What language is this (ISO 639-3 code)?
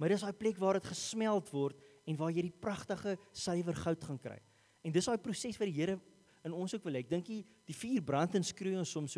afr